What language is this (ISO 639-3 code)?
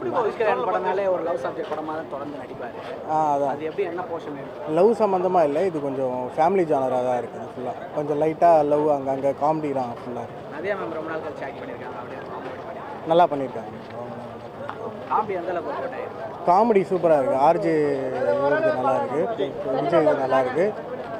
tam